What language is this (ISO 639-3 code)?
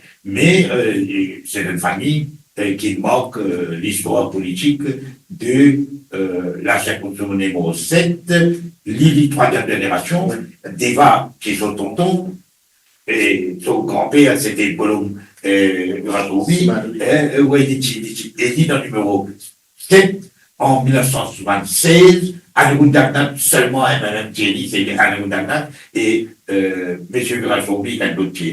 mfe